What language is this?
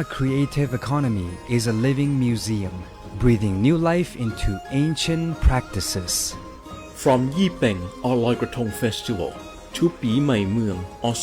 Lahu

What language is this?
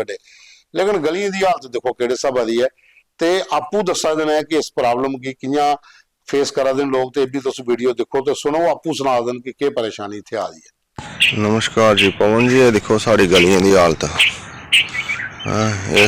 Dogri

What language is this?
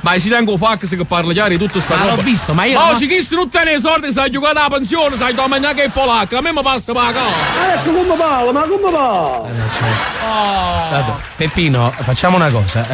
Neapolitan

